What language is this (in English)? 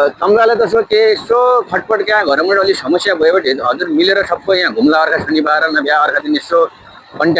Nepali